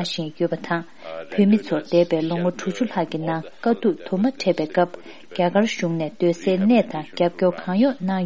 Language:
Tibetan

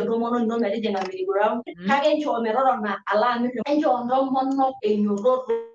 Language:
Masai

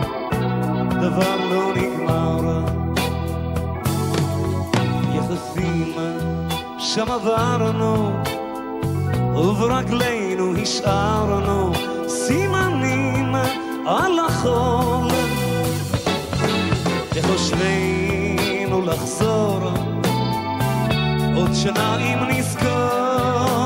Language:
Hebrew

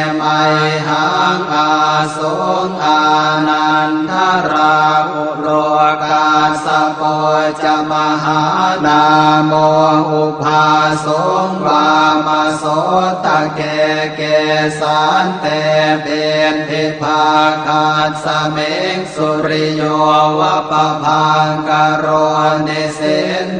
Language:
Pali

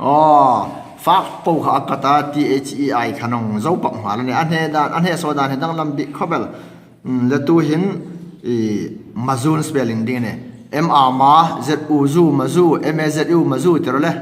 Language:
Hmar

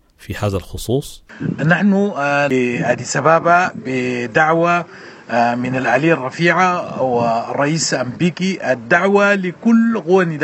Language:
Sudanese Arabic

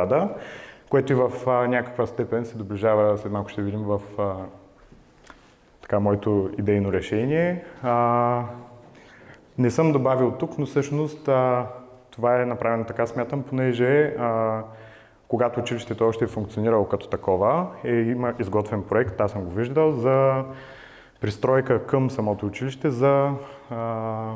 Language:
Bulgarian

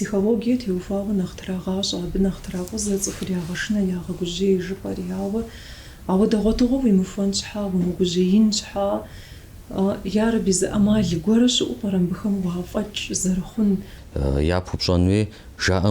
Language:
Kabardian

